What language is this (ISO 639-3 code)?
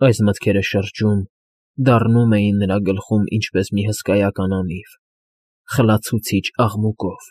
hye